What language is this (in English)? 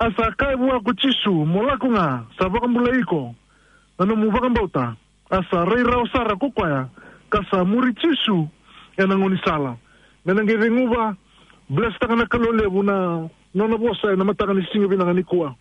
Fijian